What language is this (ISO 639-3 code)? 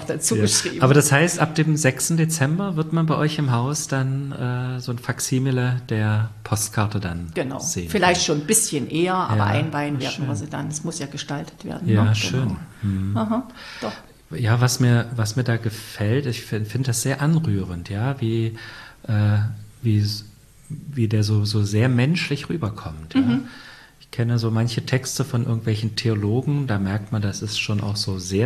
deu